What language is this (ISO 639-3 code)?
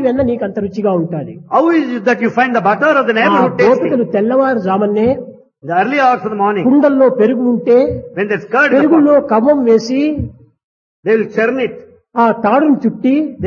tel